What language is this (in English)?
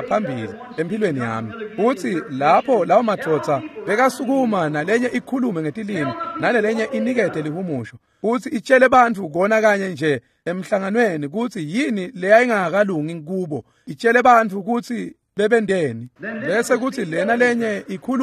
Swati